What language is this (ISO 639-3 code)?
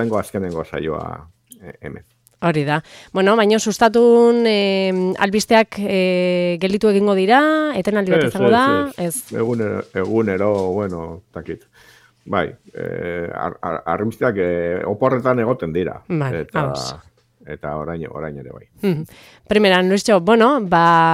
eus